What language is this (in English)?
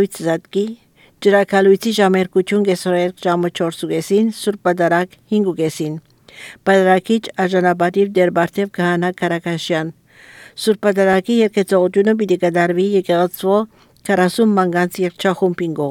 Armenian